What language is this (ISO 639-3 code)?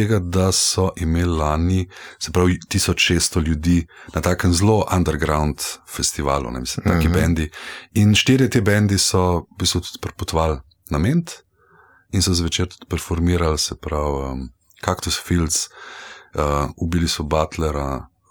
slv